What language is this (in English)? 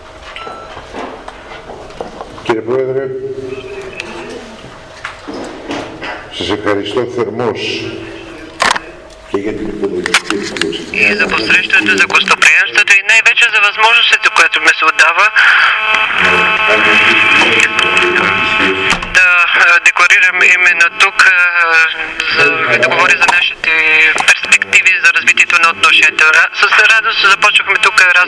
Bulgarian